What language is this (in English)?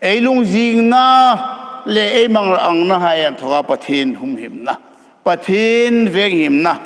Hmar